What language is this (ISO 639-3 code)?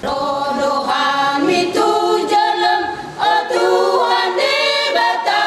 bbc